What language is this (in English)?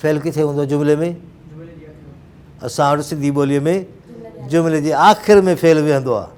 Sindhi